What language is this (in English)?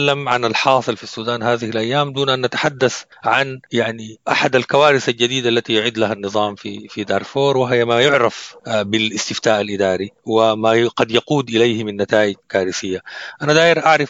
Sudanese Arabic